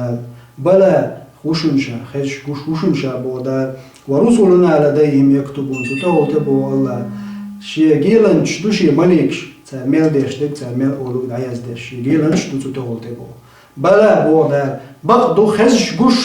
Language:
Chechen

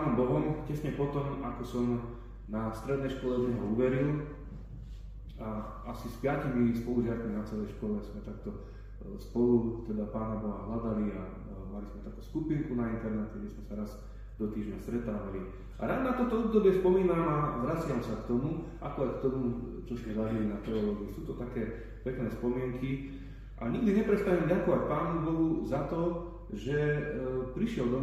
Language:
Slovak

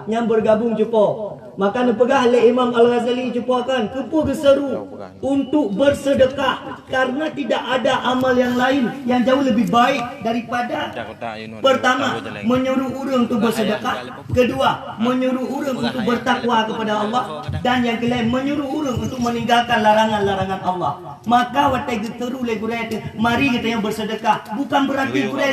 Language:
Achinese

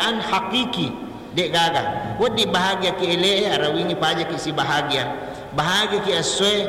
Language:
Buginese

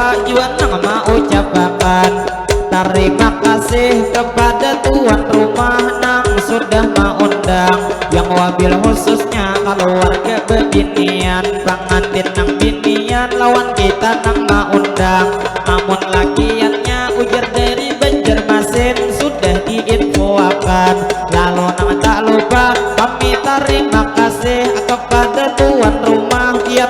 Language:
Banjar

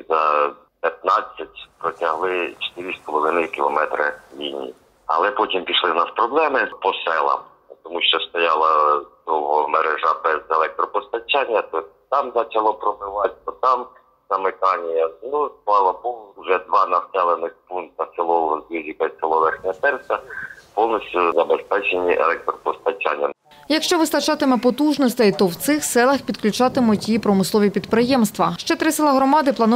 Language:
Ukrainian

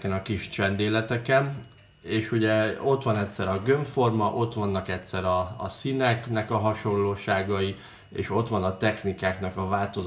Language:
Hungarian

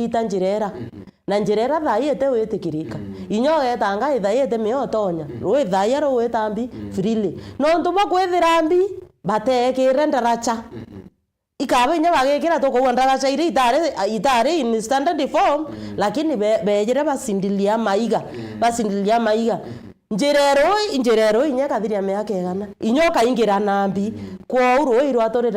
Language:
Meru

